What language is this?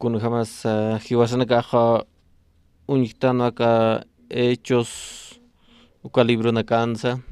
Aymara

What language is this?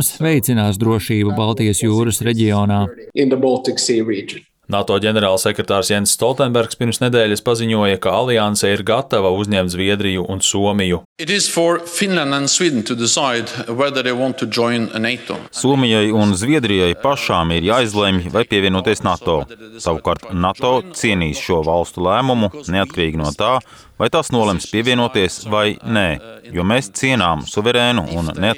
Latvian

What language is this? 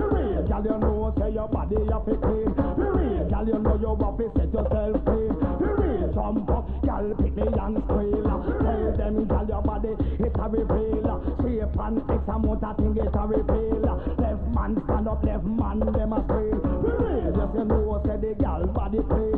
Jamaican Creole English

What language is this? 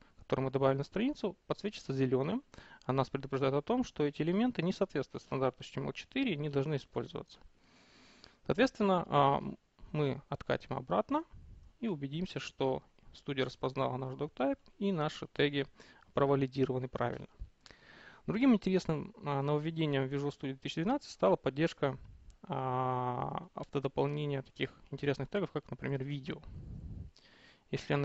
Russian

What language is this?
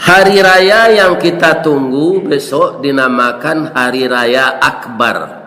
Minangkabau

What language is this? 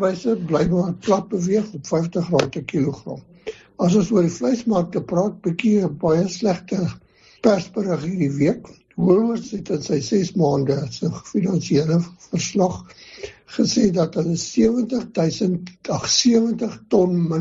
Afrikaans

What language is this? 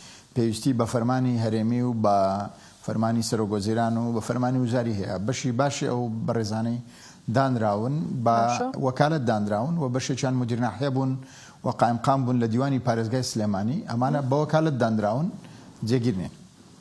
Central Kurdish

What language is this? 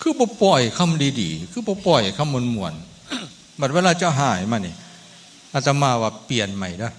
Northeastern Thai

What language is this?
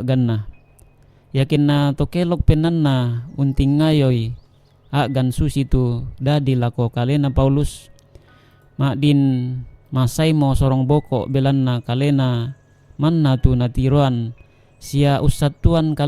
Toraja-Sa'dan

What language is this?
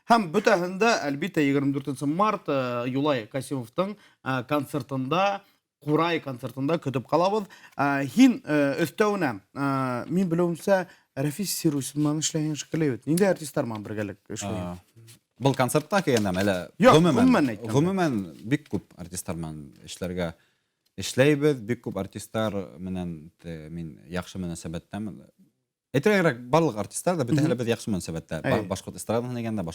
Bashkir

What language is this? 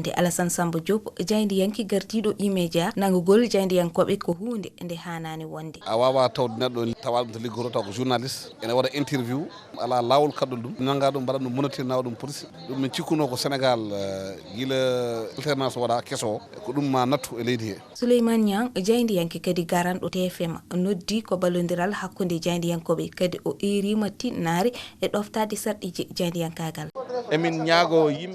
Fula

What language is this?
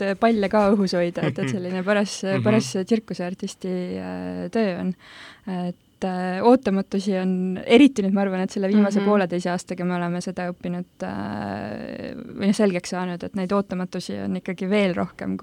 Estonian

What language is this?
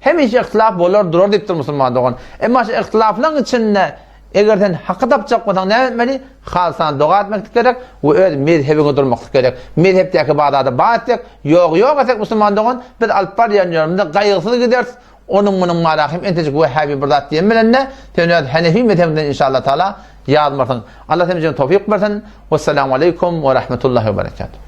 Turkmen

